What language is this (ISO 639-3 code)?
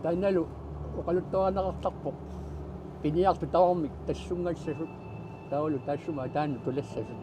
kal